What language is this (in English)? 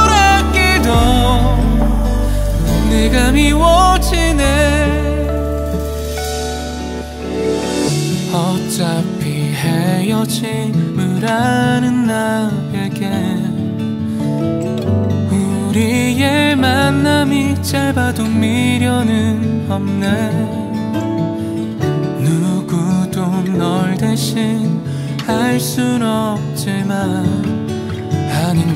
Korean